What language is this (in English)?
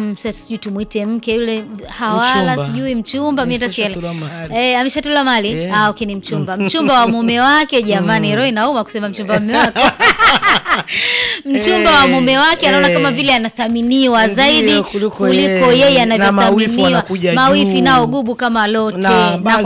Swahili